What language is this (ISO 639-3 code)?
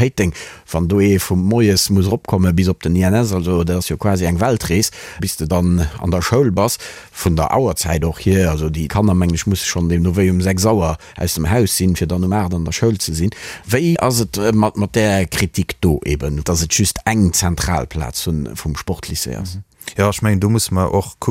ltz